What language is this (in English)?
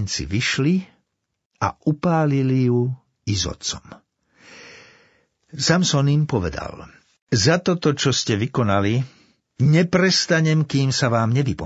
Slovak